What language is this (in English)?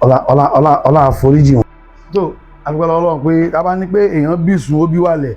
Yoruba